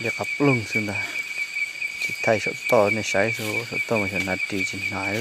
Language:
Hmong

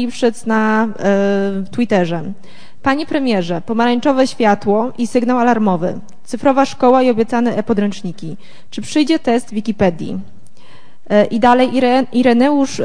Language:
Polish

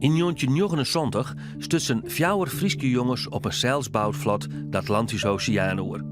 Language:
Western Frisian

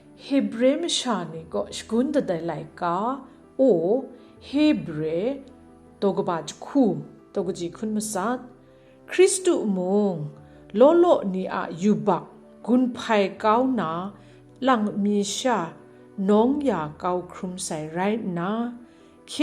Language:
Kachin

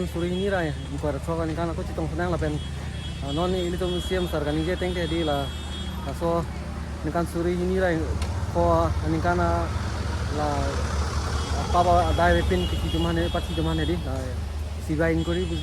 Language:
Karbi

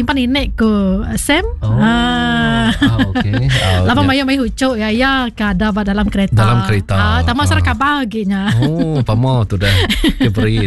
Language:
Iban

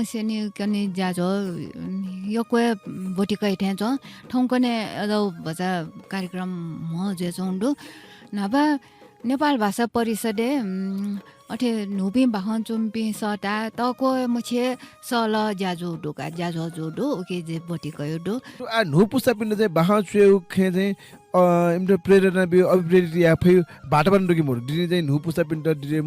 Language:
Newari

